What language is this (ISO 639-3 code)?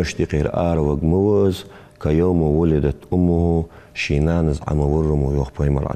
inh